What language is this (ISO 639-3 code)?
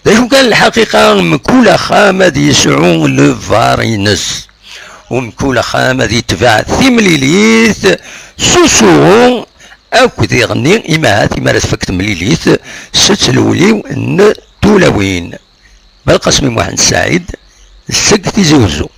kab